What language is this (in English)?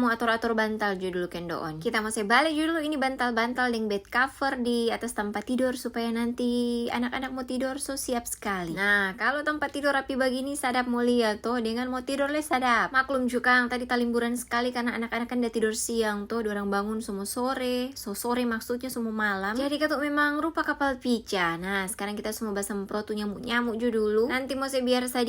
Manado Malay